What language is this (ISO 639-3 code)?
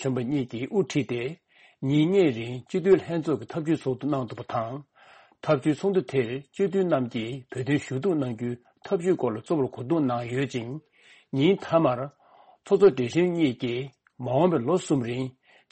bod